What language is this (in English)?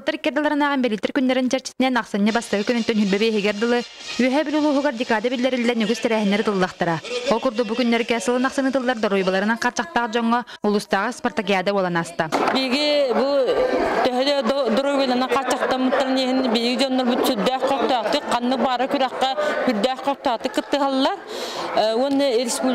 Yakut